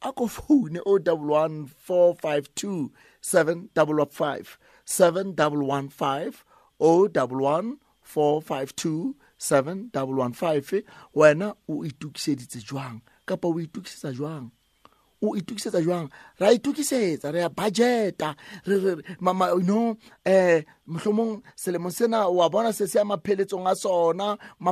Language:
Southern Sotho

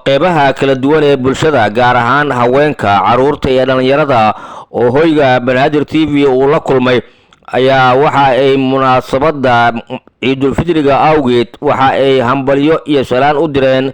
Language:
Somali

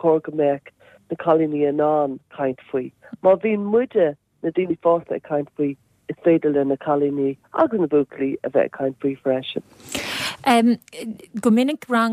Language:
Irish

